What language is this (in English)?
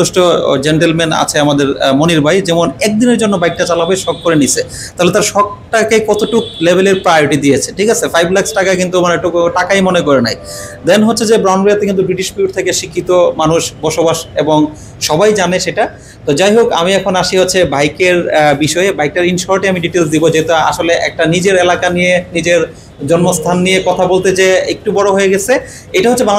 Bangla